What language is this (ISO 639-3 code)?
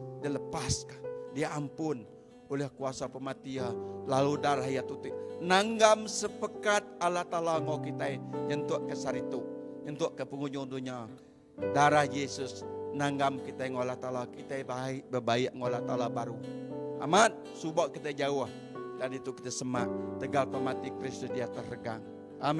iba